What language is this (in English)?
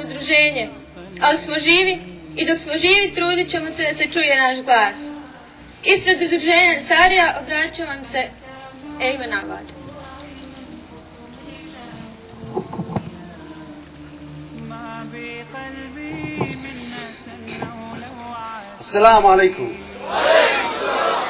Bosnian